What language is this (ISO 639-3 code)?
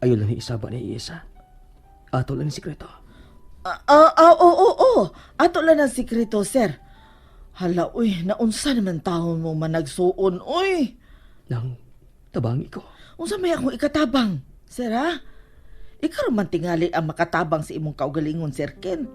ceb